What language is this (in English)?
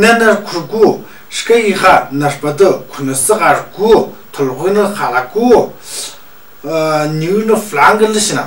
Tu